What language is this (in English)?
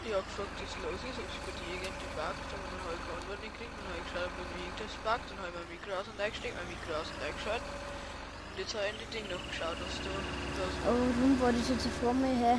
Bavarian